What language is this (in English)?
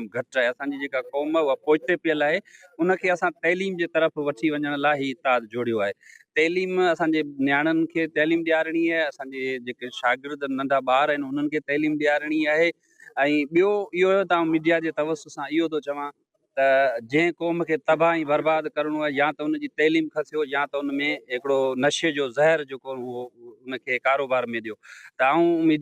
Sindhi